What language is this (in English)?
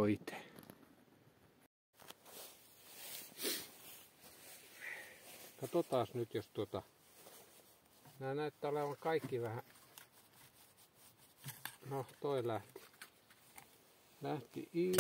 Finnish